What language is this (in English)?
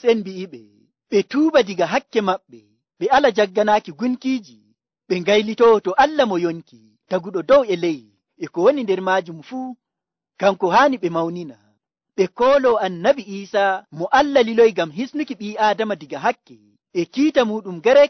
Nigerian Fulfulde